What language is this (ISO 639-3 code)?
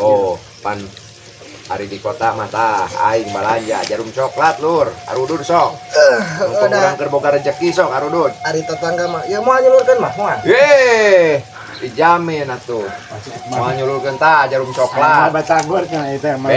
sun